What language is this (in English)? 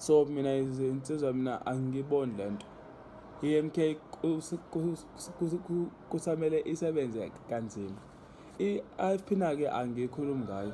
Zulu